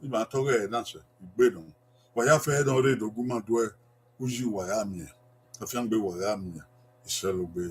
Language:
Bini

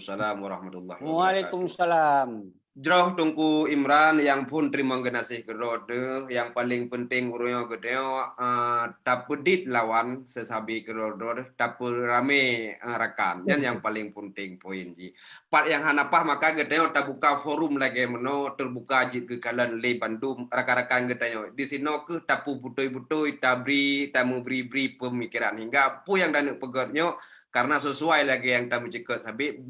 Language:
Achinese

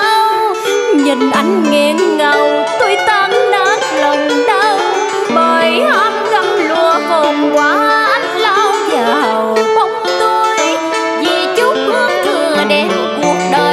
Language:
Vietnamese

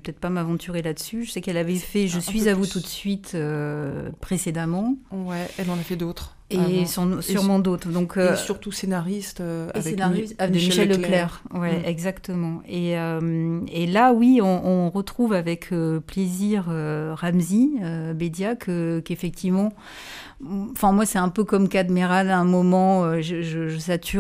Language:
French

